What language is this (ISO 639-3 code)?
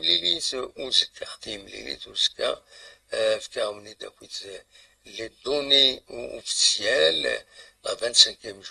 kab